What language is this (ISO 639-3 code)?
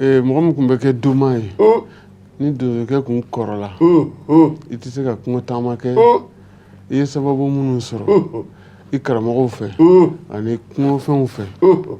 bam